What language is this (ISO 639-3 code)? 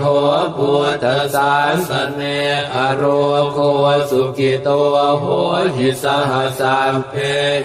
pli